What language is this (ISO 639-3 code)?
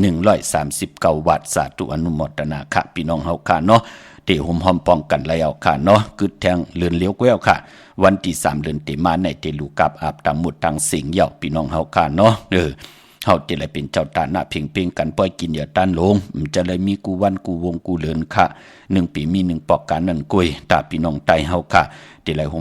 shn